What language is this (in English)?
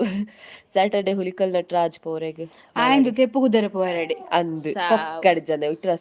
Tulu